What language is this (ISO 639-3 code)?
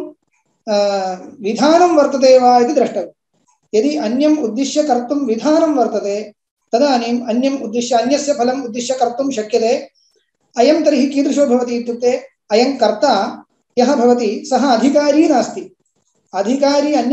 san